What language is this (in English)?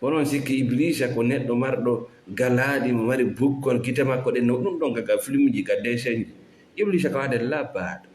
Fula